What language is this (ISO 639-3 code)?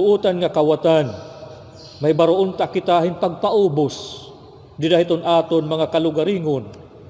war